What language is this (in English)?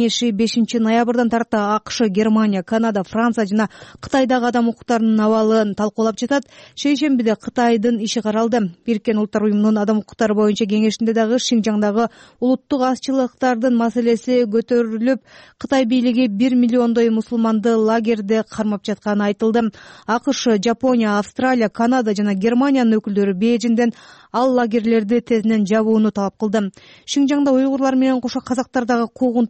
Kyrgyz